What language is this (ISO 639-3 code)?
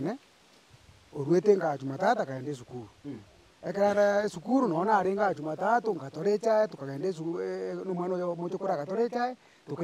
guz